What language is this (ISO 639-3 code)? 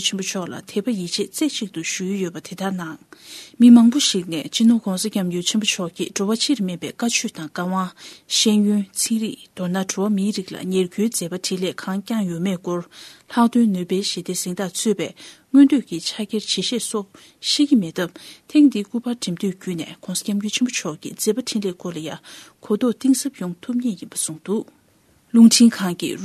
bod